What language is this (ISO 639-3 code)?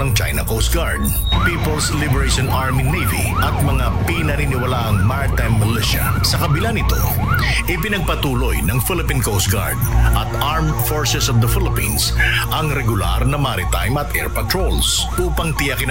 fil